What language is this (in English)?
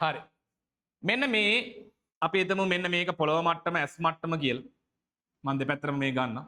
Sinhala